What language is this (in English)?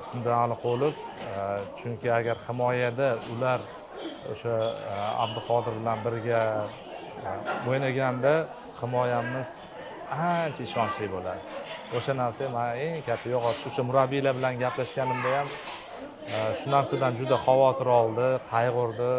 Uzbek